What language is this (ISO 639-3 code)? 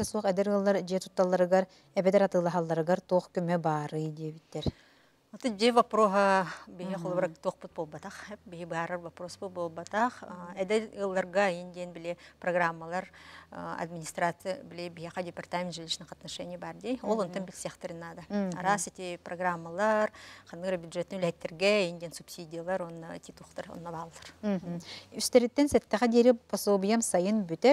sah